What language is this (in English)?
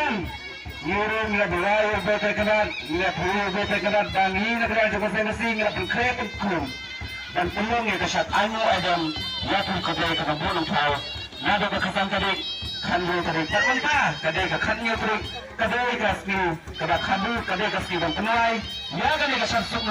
Khasi